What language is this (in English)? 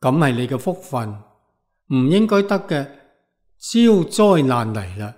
Cantonese